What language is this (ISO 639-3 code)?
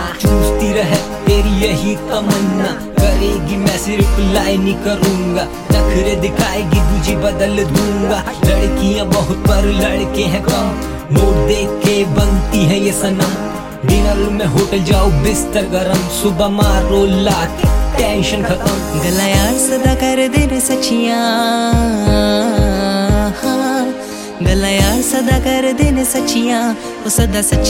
hin